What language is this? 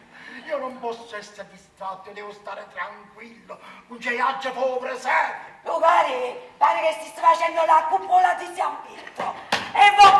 Neapolitan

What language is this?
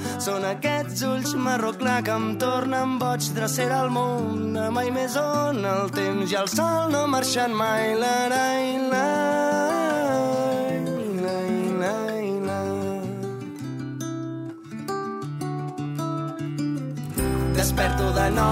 Catalan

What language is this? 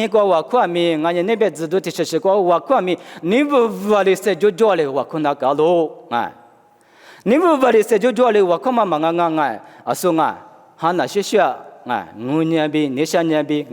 Lisu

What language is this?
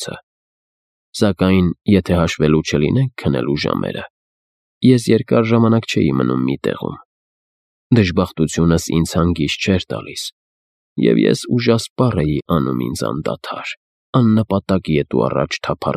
Armenian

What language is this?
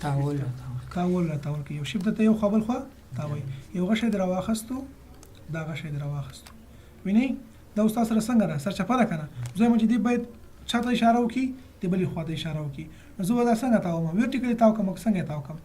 Pashto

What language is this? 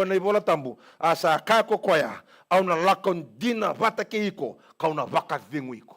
Fijian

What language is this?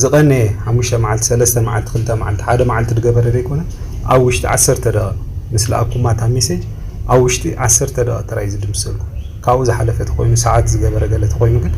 Tigrinya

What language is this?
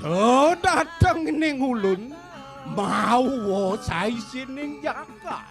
Balinese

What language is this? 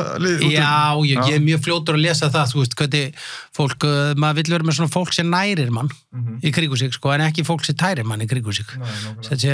Icelandic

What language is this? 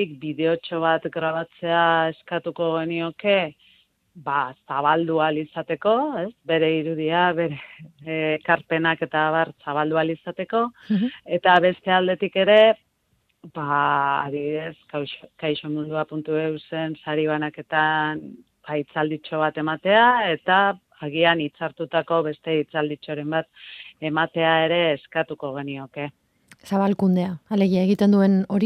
Basque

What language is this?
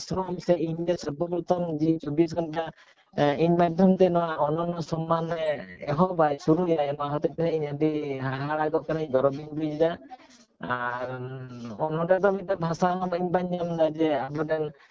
Santali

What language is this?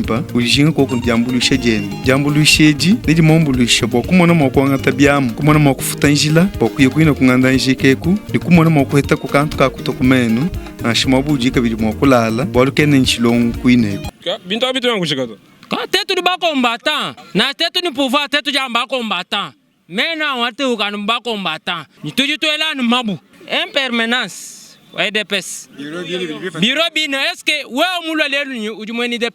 Luba-Lulua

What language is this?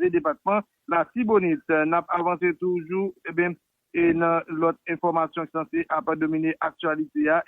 Haitian Creole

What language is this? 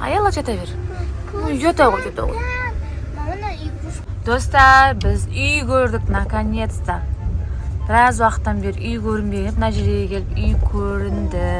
Kazakh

